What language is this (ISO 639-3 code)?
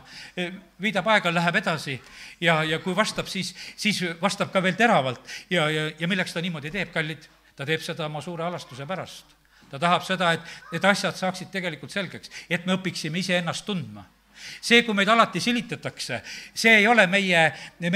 est